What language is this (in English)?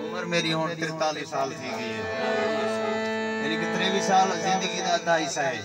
Saraiki